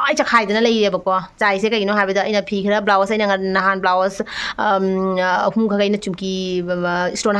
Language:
Manipuri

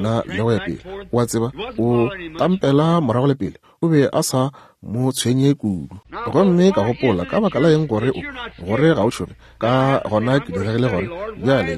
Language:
Northern Sotho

